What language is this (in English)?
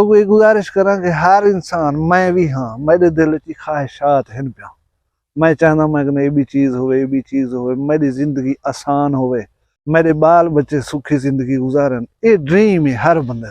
Saraiki